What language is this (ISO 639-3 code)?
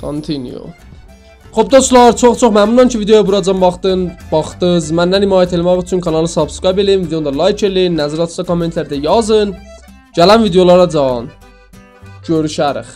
azb